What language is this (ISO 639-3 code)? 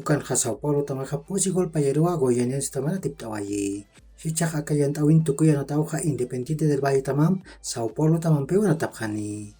aym